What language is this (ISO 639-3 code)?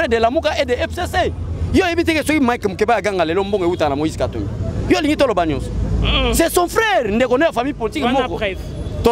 lin